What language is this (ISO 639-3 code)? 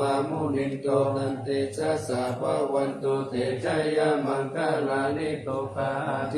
pli